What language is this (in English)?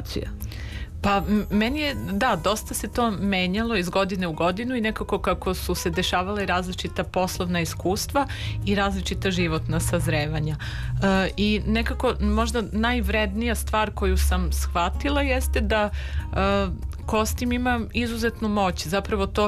Serbian